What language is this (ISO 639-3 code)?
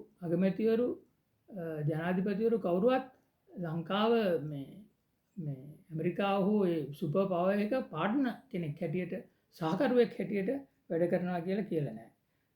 sin